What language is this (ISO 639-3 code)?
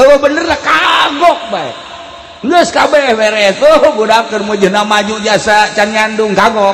sun